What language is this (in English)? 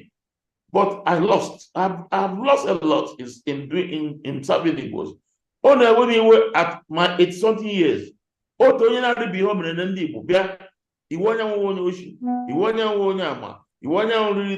Igbo